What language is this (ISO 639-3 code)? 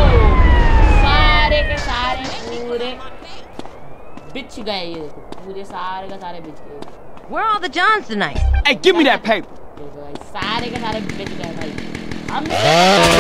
hin